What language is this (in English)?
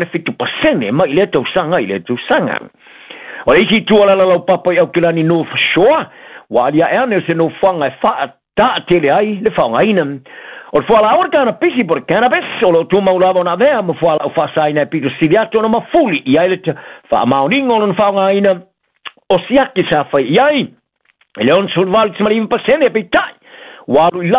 Samoan